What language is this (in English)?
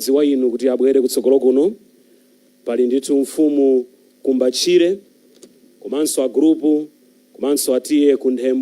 Nyanja